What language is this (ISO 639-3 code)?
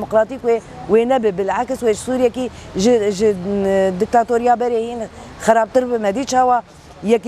kur